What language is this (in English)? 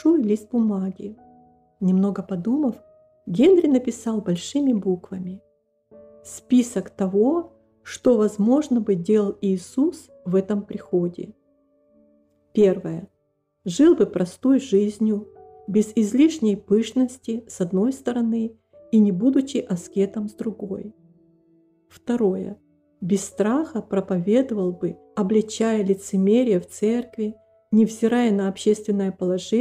Russian